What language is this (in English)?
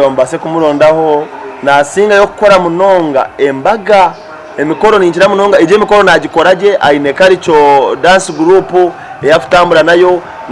Nyankole